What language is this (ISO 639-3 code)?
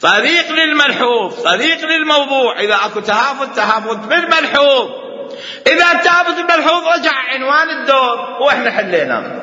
acm